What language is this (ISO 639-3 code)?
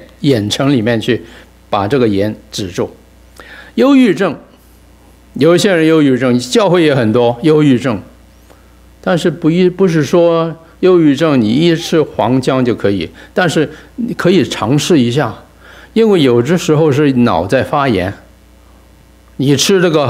zho